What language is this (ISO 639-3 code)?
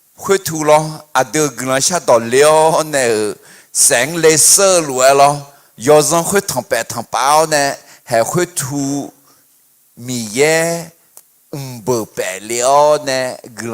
ahk